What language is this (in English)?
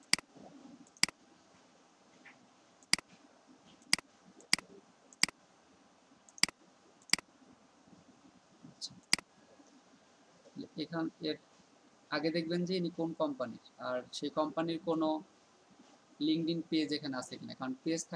Bangla